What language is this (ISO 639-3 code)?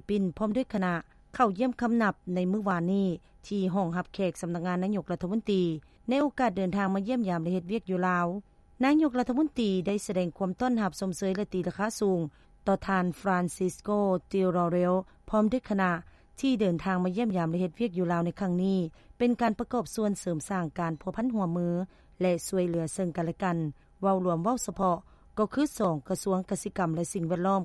lao